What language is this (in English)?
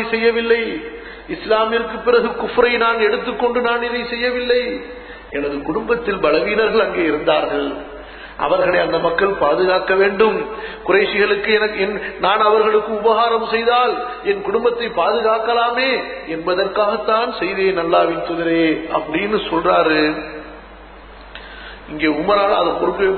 Tamil